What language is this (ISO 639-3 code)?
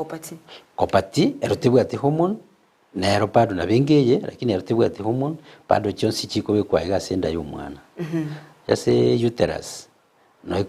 guz